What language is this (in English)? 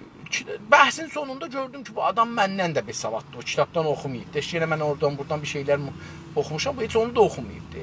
South Azerbaijani